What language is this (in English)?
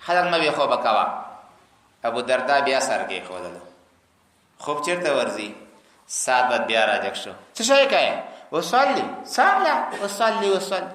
Pashto